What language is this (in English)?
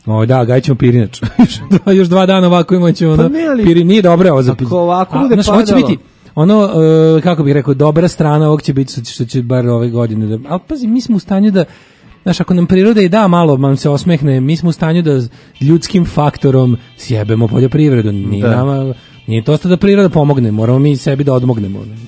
Serbian